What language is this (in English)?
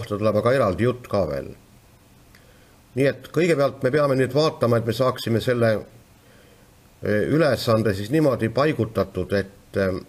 Estonian